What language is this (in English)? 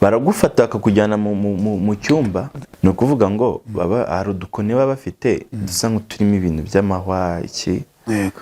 Kinyarwanda